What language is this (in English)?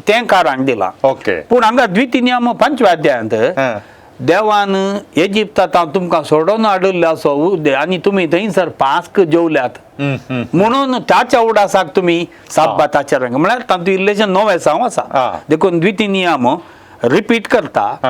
Konkani